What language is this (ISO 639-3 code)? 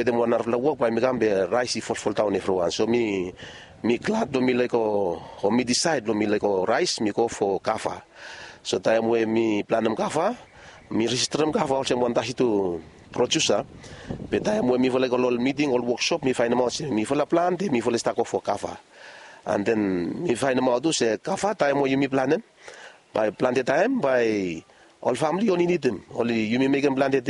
bis